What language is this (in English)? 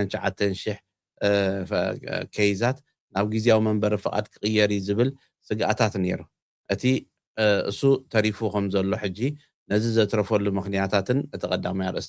Tigrinya